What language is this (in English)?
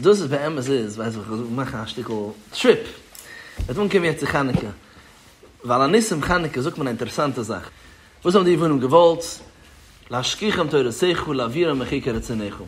Yiddish